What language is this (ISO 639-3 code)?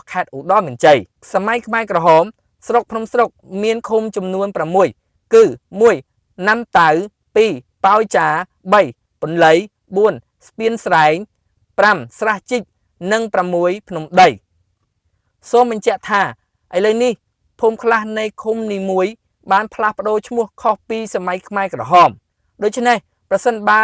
khm